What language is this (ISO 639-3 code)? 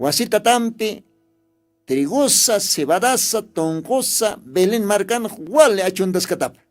aym